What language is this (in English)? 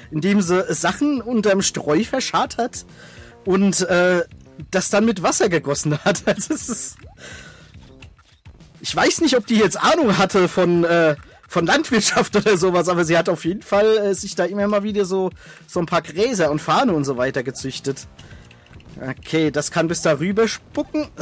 German